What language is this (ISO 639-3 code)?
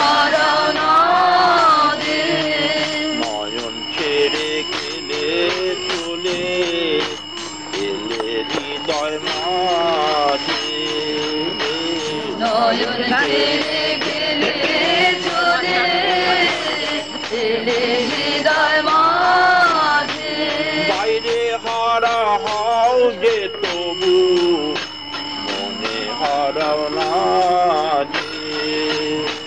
ben